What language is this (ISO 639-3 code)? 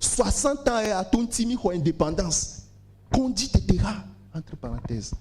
ewe